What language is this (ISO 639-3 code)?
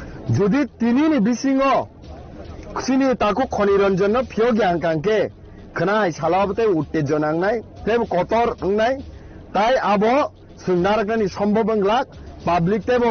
trp